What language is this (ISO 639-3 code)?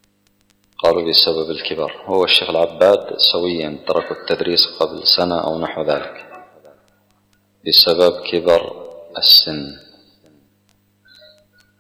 ara